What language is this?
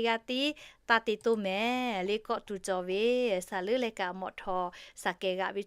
Lahu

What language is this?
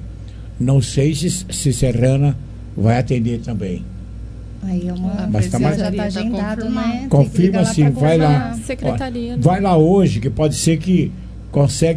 Portuguese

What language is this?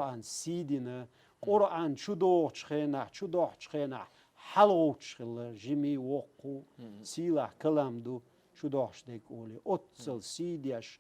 Chechen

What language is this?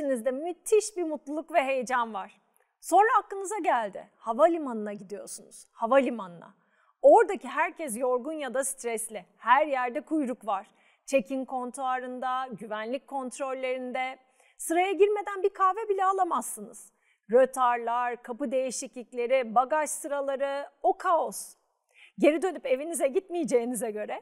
Turkish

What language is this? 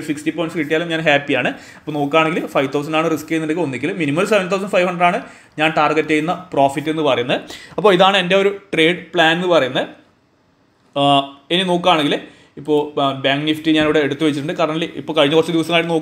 Malayalam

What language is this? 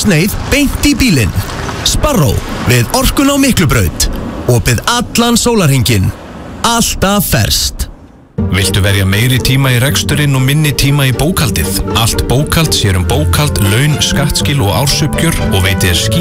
Icelandic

